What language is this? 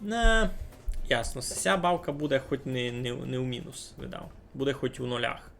Rusyn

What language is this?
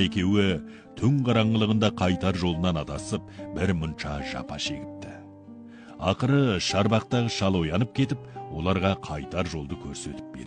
Kazakh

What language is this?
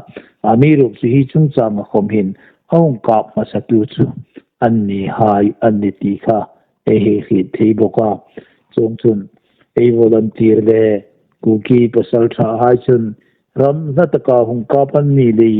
Hmar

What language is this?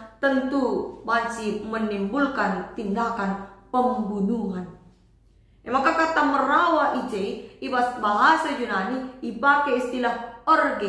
Batak Karo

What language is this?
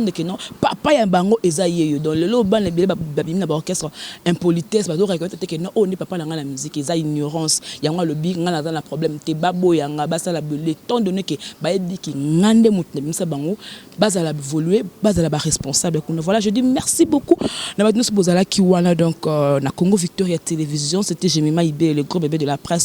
Lingala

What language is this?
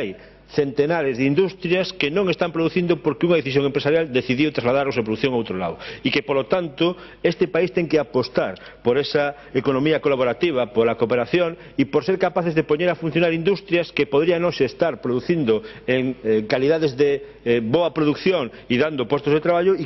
Galician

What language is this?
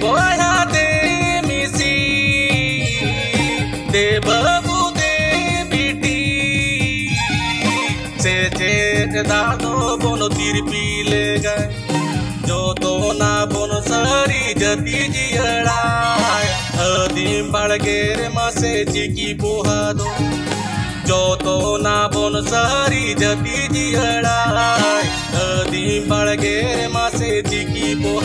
Santali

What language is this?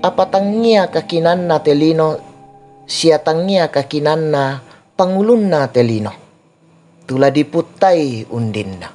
Toraja-Sa'dan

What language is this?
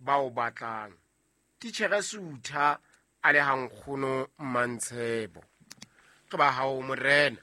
Southern Sotho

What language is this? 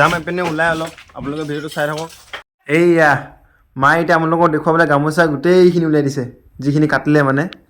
Assamese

